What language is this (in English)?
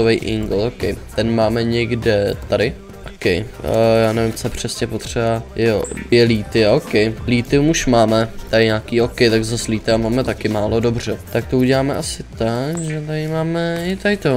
Czech